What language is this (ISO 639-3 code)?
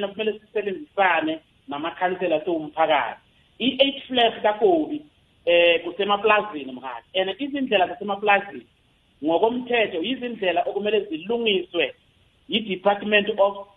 nbl